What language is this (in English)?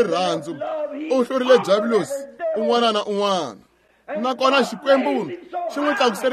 Tsonga